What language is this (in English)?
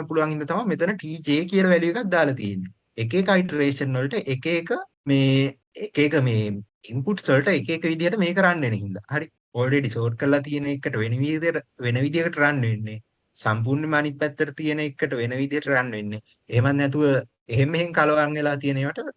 Sinhala